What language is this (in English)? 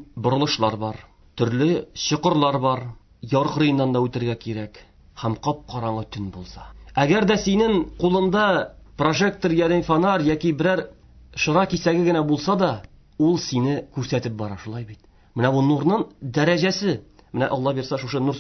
Tatar